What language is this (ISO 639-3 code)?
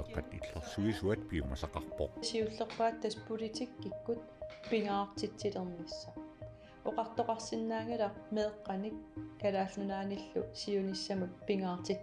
kal